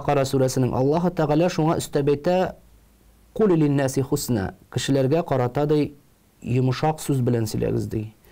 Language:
Tatar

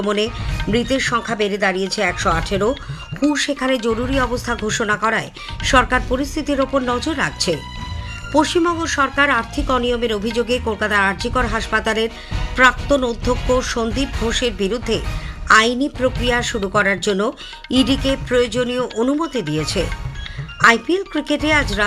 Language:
Bangla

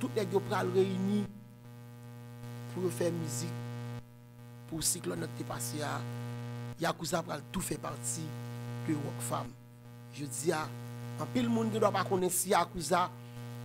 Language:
Haitian Creole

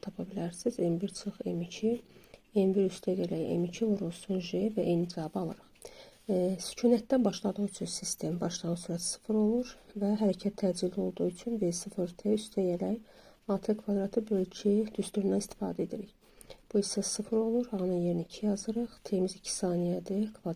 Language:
Azerbaijani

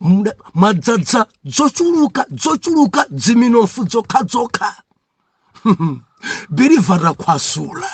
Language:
Nyanja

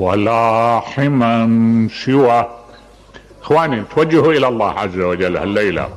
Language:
Mesopotamian Arabic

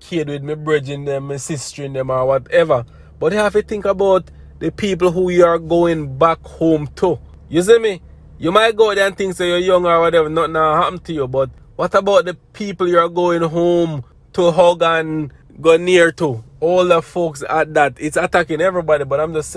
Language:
Jamaican Creole English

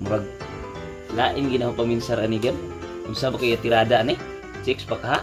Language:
Cebuano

